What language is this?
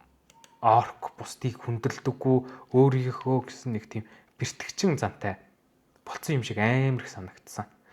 Mongolian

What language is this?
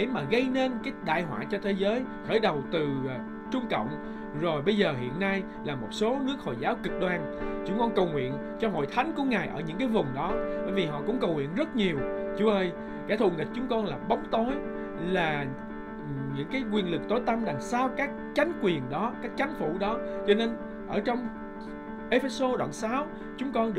Vietnamese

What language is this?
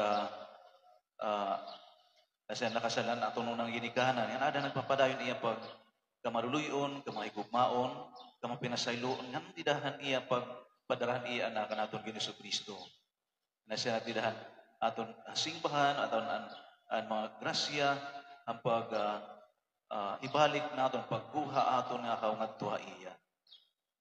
Waray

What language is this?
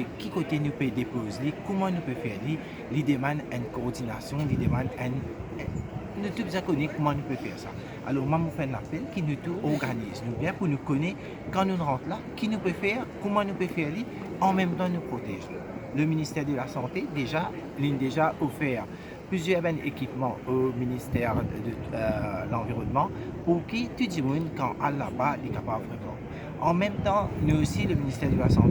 Morisyen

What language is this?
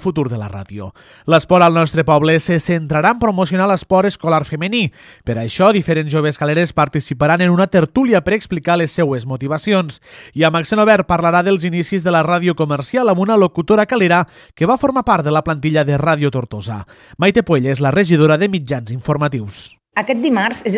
Catalan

